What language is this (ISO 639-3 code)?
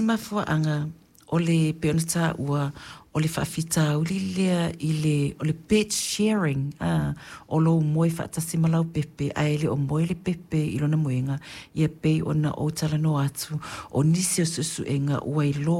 smo